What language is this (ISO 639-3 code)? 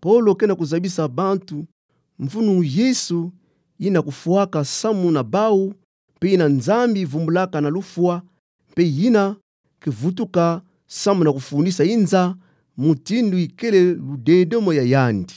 ktu